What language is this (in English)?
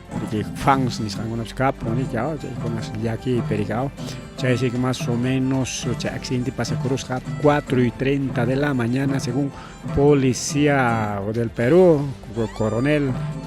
Ayacucho Quechua